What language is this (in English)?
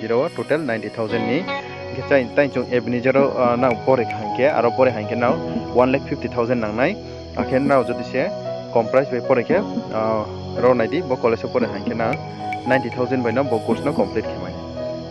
Riang (India)